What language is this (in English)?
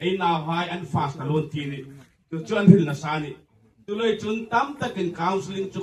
Hmar